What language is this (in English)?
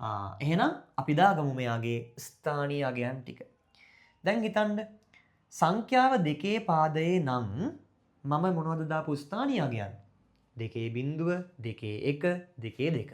Sinhala